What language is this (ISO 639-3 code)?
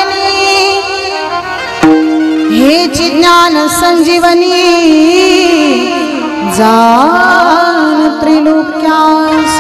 mar